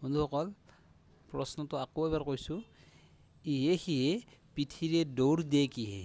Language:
Assamese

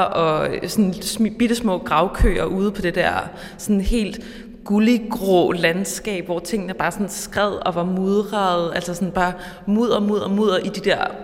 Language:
Danish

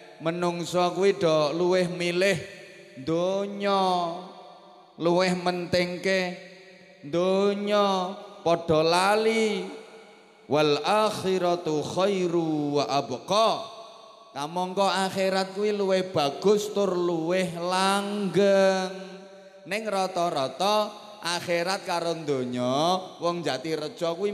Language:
Javanese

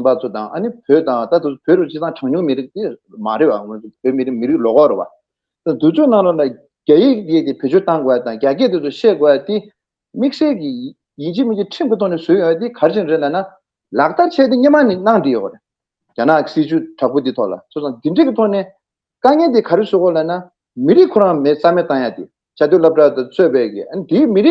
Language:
Tibetan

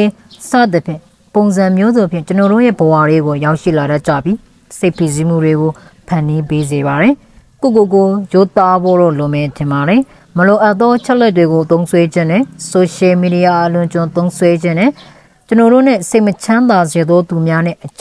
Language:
Burmese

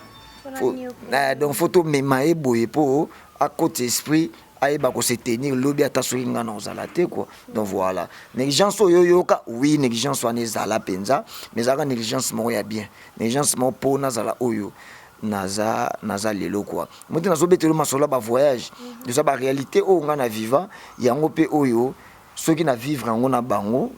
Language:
Lingala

